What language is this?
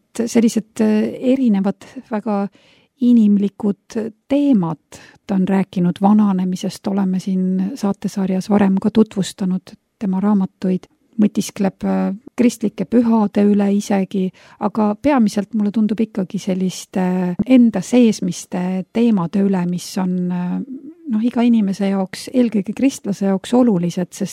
Estonian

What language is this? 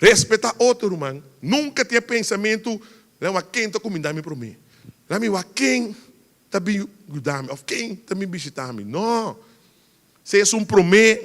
Papiamento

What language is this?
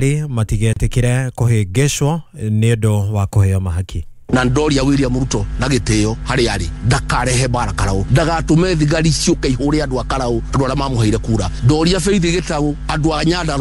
Kikuyu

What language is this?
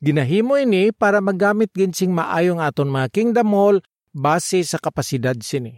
Hiligaynon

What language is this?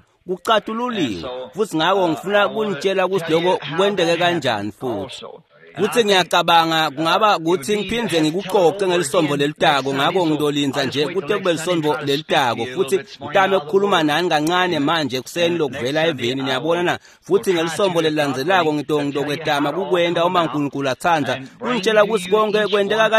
Swati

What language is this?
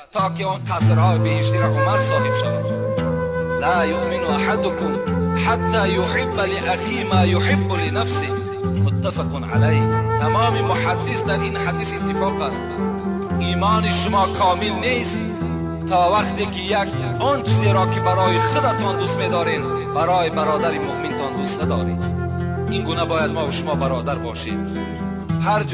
Tajik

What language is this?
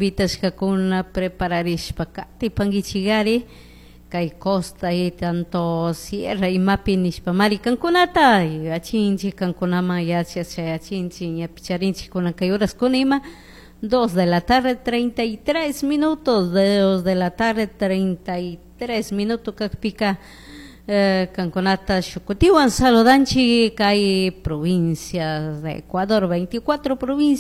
Chimborazo Highland Quichua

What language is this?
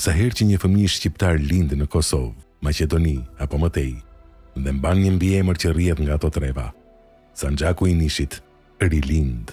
Albanian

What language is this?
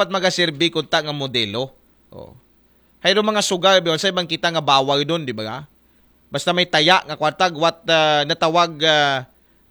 Aklanon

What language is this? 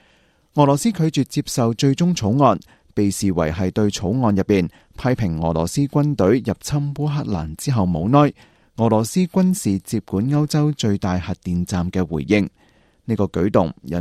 Cantonese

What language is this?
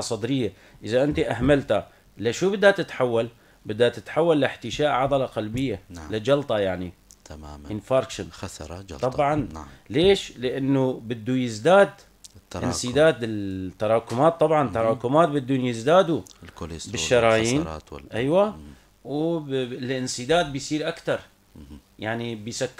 North Levantine Arabic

